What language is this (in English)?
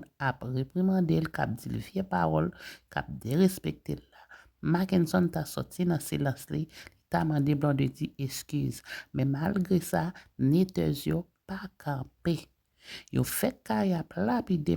Haitian Creole